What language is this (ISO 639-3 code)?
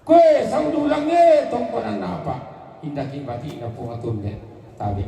sda